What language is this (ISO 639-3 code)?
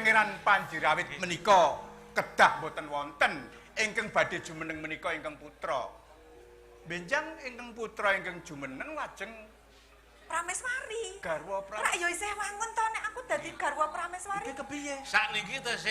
jav